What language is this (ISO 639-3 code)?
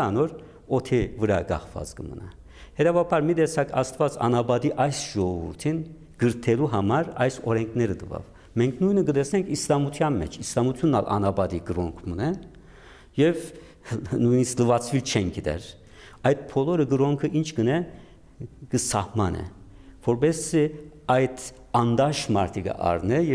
hyw